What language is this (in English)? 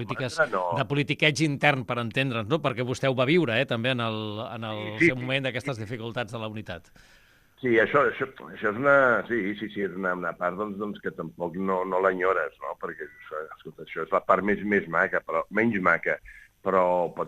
Catalan